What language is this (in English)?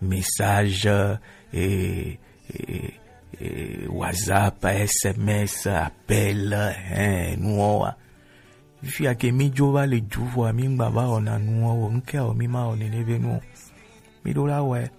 Gen